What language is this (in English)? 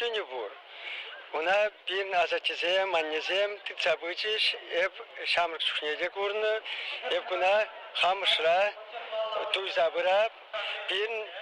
Chuvash